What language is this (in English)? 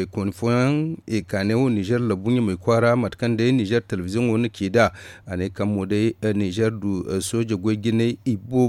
Zarma